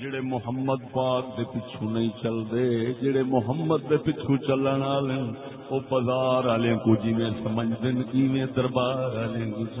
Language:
Saraiki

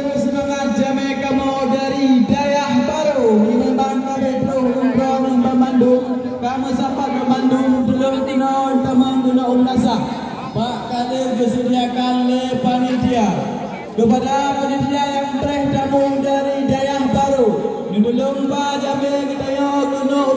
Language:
Achinese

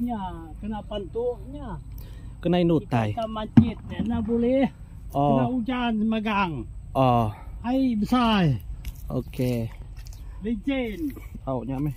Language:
Iban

